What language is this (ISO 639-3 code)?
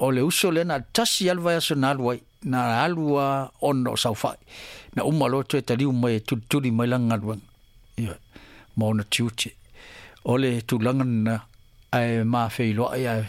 smo